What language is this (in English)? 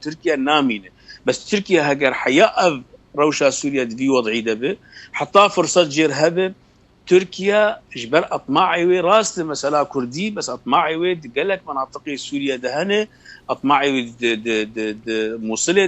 Kurdish